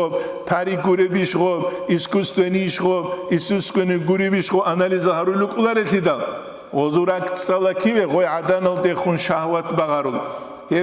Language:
Avaric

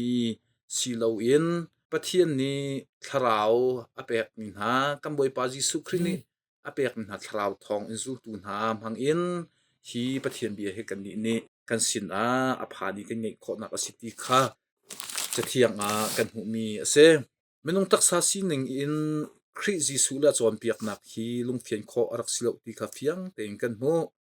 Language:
Hakha Chin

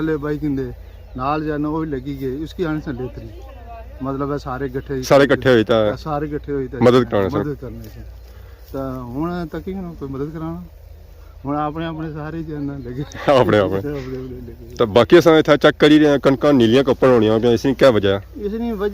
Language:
Pahari-Potwari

